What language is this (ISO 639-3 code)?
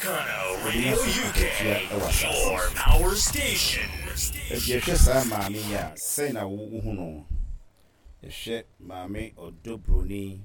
aka